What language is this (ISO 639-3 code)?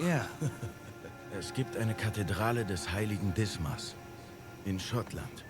gsw